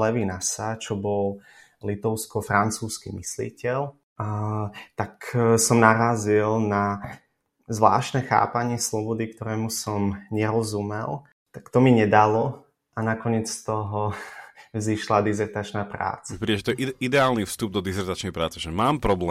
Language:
Slovak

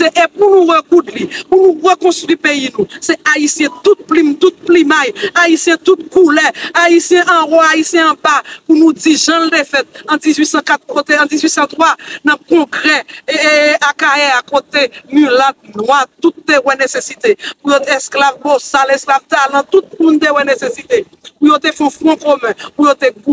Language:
Haitian Creole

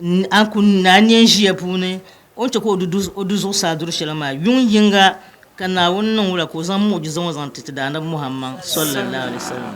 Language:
Dagbani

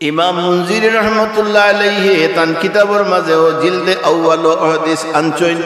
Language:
Sylheti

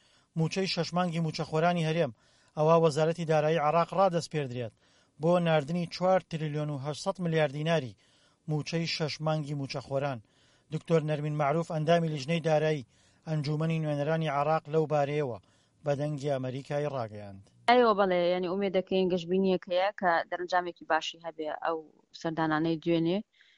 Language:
Central Kurdish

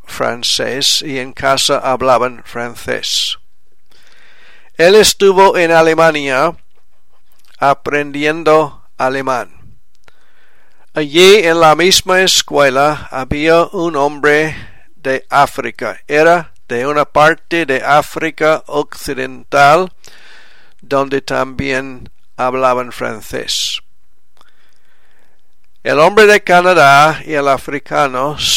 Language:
Spanish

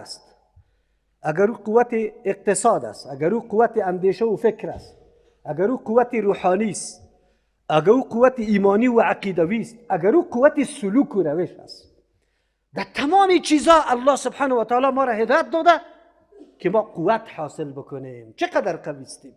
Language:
Persian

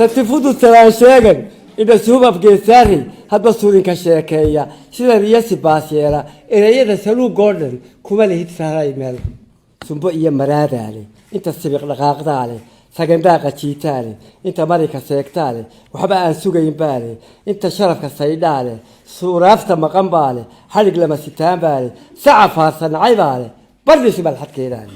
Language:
Somali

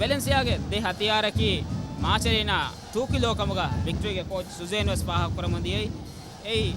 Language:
Divehi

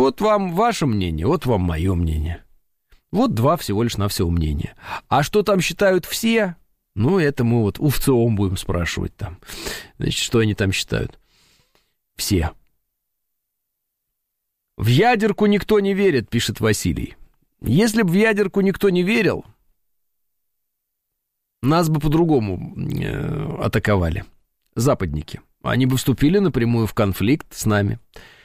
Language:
Russian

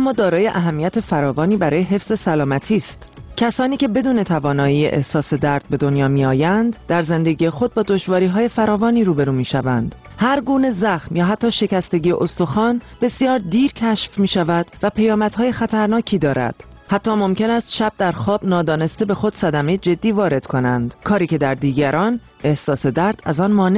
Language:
Persian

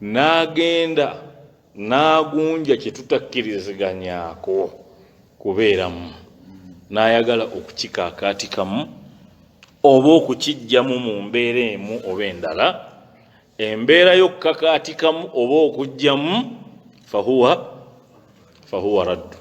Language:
Ganda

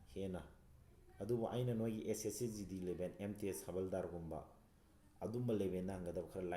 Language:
Manipuri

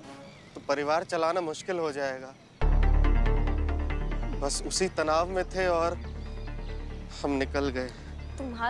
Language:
Hindi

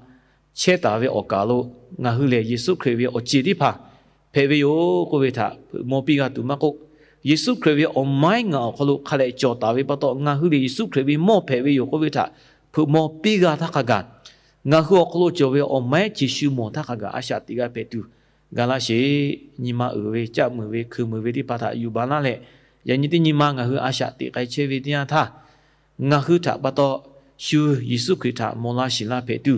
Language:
Lahu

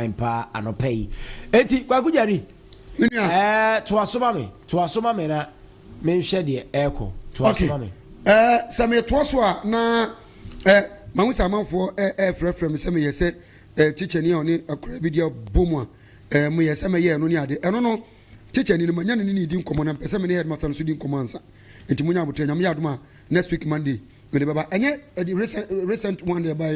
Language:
Akan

